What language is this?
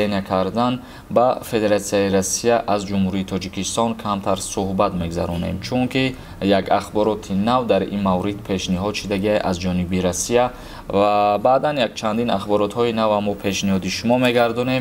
Tajik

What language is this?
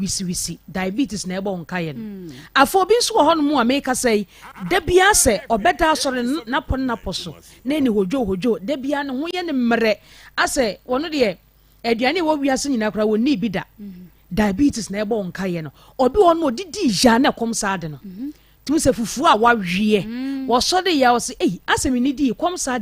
Akan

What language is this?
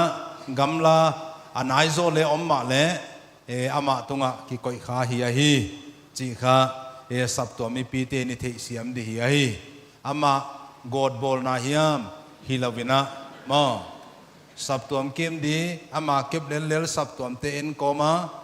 Paite Chin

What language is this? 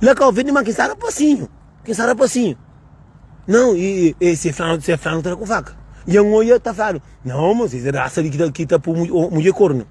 Kabuverdianu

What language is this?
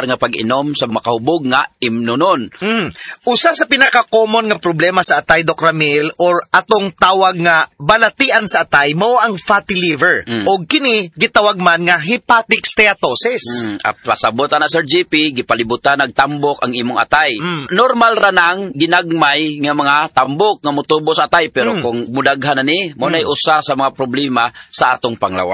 Cebuano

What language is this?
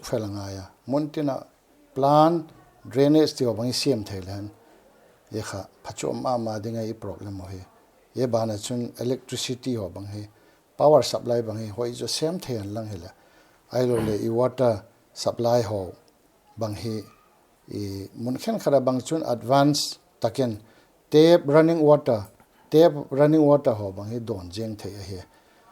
Paite Chin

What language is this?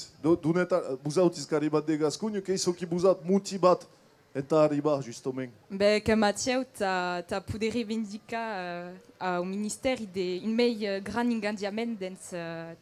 Occitan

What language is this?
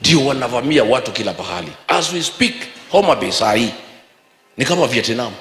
Gusii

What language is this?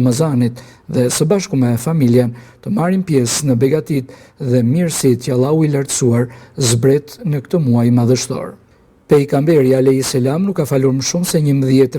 Albanian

